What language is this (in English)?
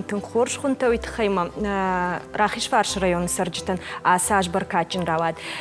Ossetic